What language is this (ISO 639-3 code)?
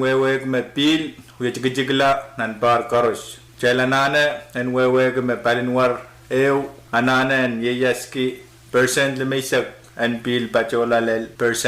pon